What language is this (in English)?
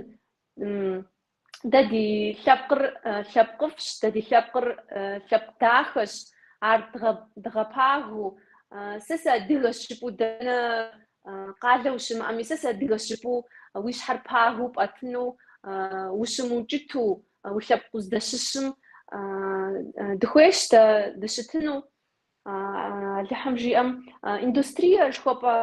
Kabardian